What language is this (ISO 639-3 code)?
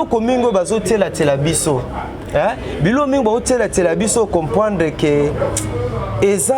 lin